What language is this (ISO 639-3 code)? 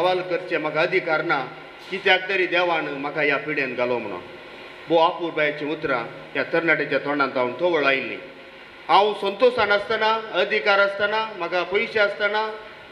kok